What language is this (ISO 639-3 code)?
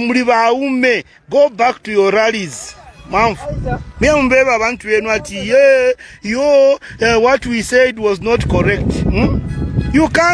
loz